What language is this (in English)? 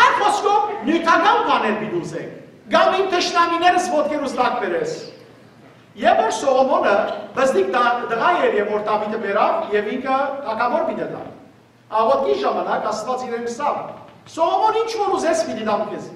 Western Armenian